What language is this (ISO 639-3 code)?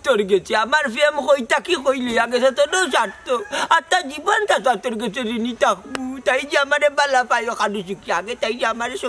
syl